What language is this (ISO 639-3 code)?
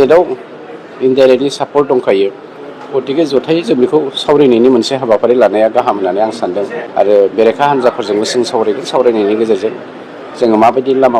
brx